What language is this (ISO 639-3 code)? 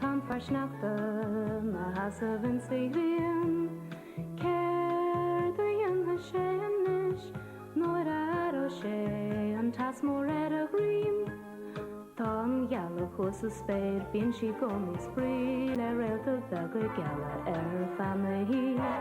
gle